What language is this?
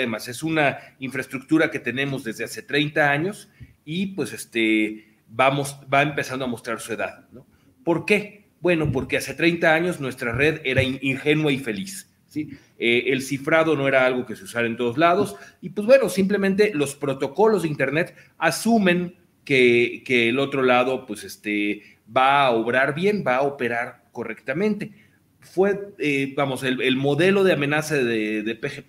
Spanish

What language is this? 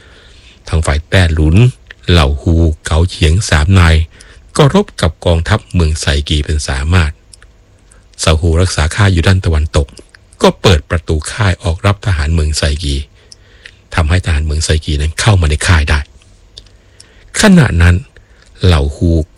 Thai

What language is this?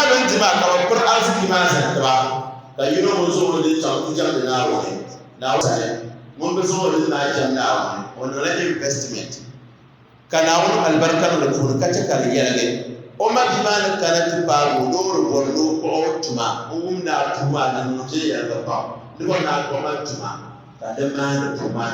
Dagbani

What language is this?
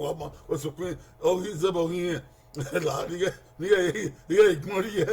Bini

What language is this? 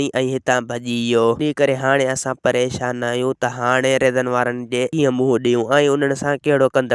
Sindhi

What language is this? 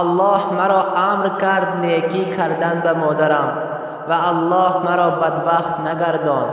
Tajik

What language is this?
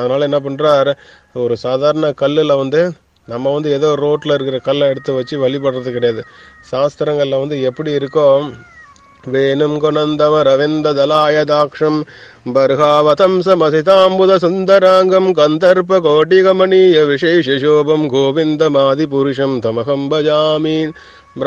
Tamil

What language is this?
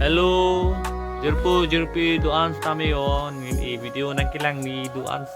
Karbi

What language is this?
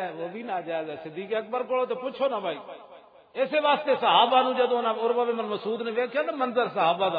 Western Panjabi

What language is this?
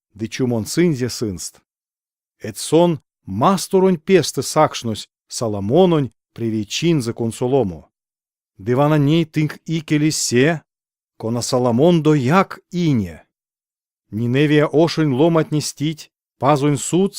Erzya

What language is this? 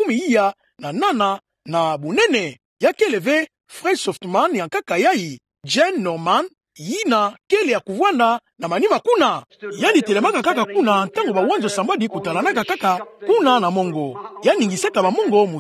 Kituba (Democratic Republic of Congo)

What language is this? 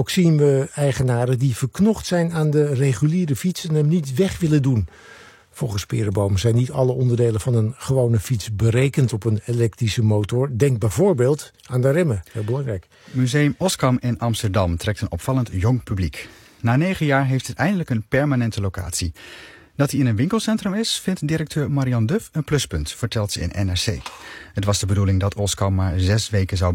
Dutch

